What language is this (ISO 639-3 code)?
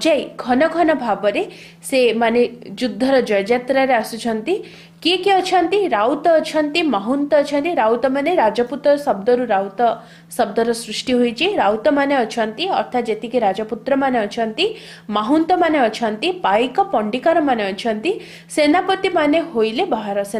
ori